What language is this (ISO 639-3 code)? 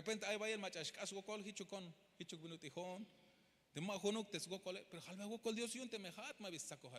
tzh